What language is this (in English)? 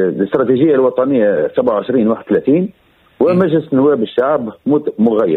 Tunisian Arabic